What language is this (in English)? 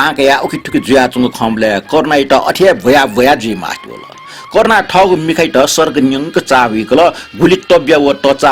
Newari